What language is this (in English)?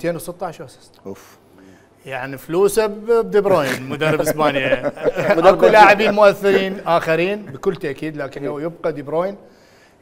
Mesopotamian Arabic